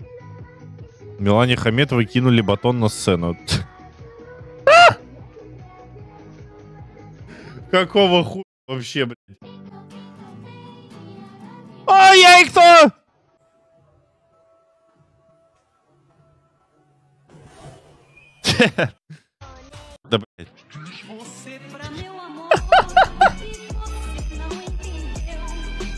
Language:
Russian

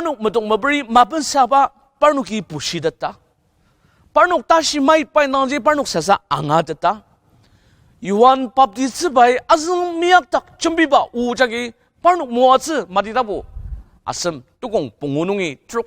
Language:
Ao Naga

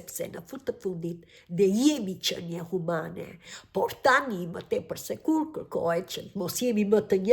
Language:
Albanian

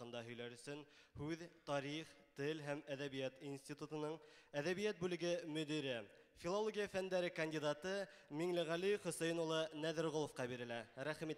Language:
Bashkir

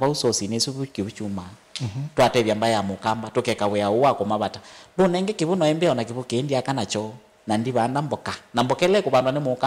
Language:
Kamba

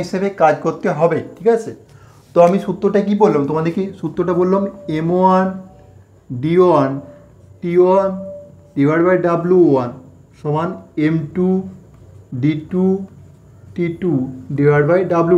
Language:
Bangla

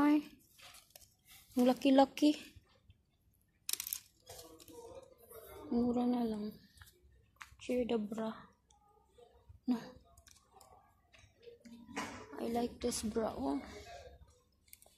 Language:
Filipino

